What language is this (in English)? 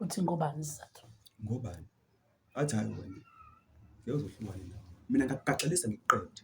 Zulu